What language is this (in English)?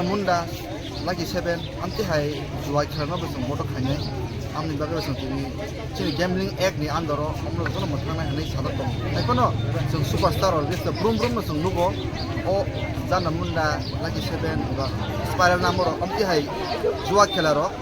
Kok Borok